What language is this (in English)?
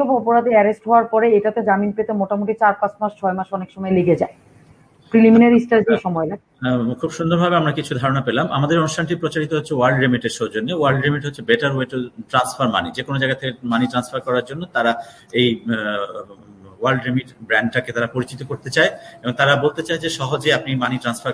Bangla